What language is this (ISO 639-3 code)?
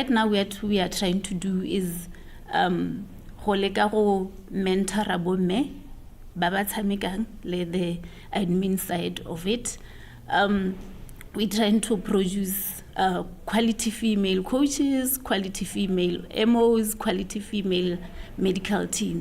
tsn